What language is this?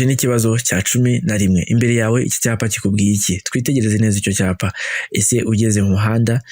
Kinyarwanda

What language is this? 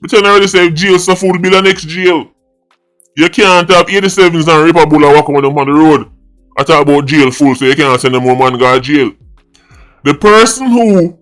Jamaican Creole English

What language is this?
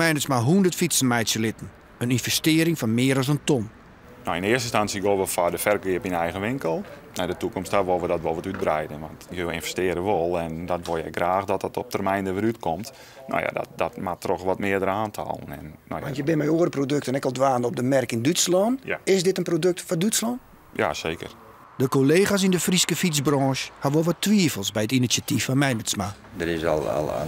Western Frisian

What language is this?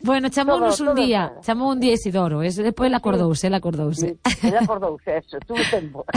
Galician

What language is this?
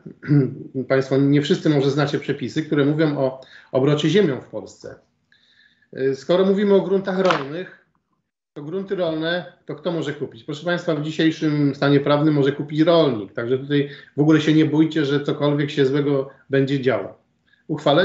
Polish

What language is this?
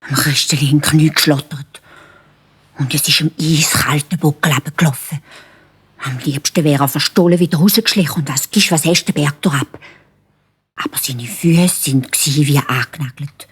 Swiss German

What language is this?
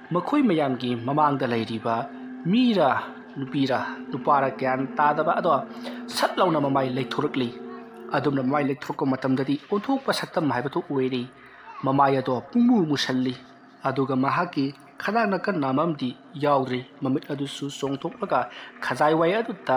Manipuri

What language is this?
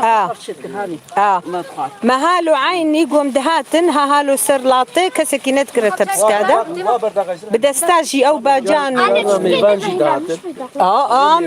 Kurdish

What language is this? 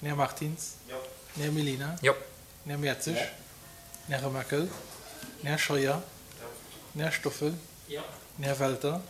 Luxembourgish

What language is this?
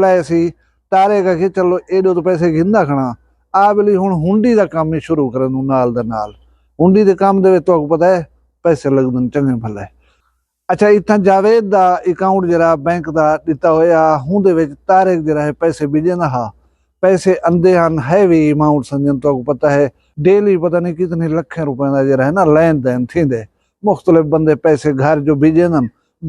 Saraiki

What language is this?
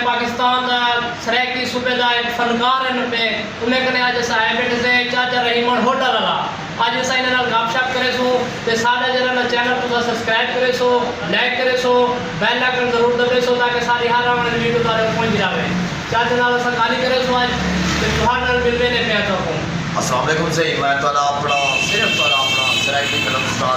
Saraiki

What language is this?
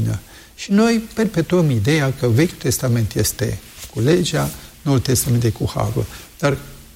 Romanian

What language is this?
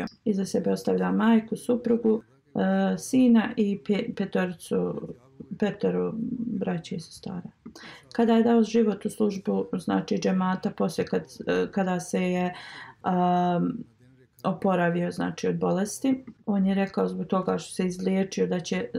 Bosnian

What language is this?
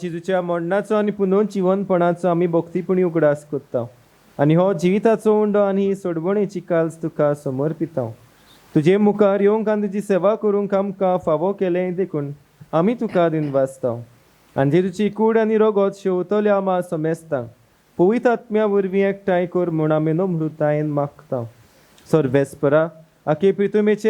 Konkani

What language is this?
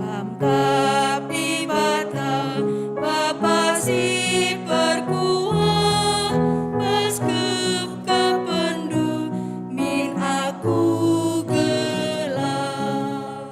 Batak Karo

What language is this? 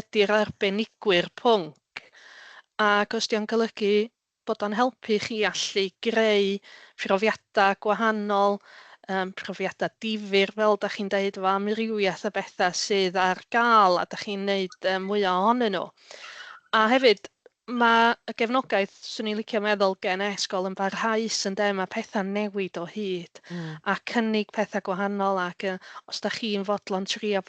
Welsh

